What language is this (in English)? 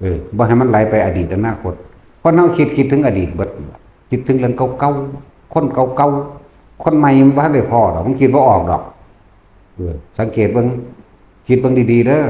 Lao